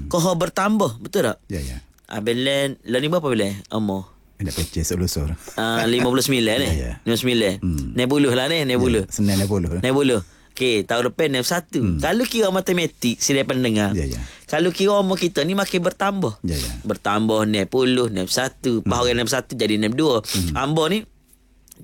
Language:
Malay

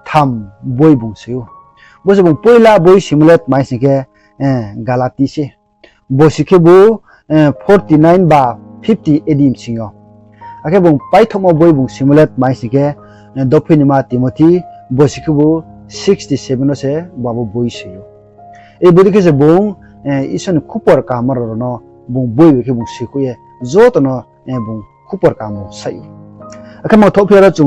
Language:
Riang (India)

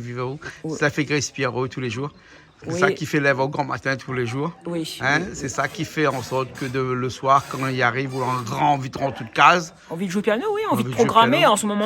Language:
Réunion Creole French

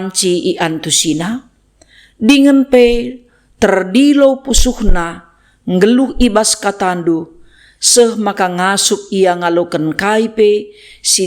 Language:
Batak Karo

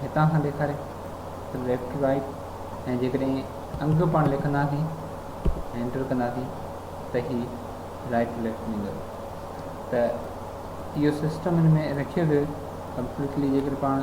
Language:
Sindhi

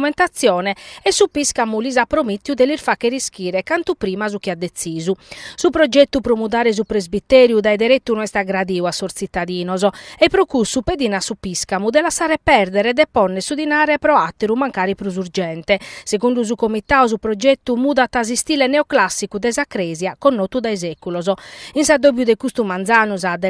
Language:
Sardinian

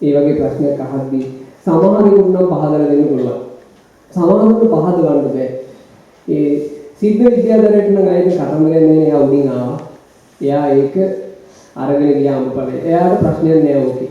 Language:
Sinhala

